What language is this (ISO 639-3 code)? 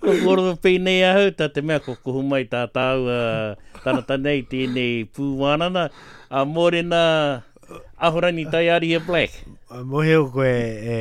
mri